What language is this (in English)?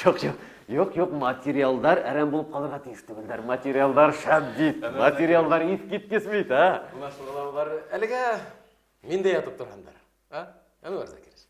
Bashkir